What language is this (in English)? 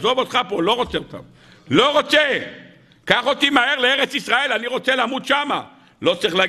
Hebrew